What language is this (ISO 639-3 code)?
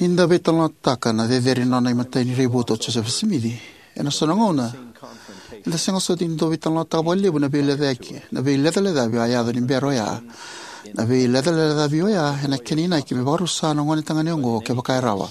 fij